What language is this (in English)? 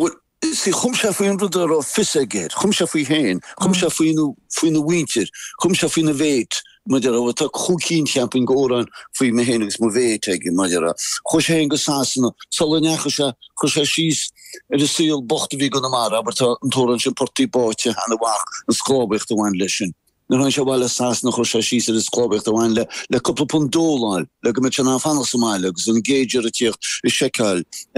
Irish